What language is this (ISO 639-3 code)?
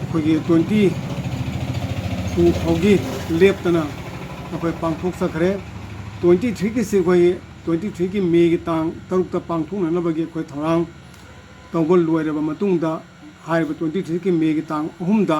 mni